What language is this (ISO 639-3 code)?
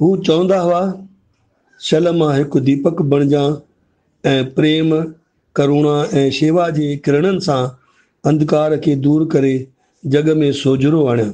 snd